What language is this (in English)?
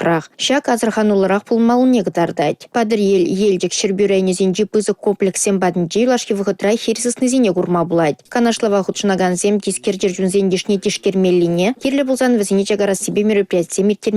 Chuvash